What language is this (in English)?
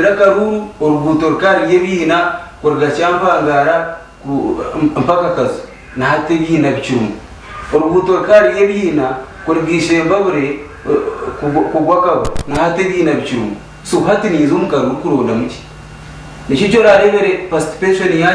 Nyankole